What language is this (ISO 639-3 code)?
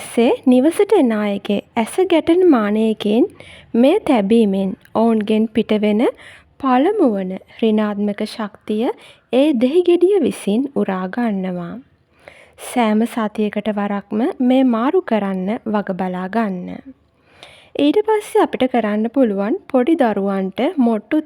sin